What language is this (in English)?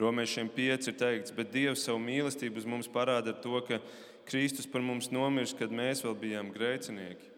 Latvian